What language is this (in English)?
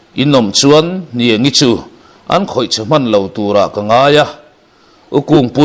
Mizo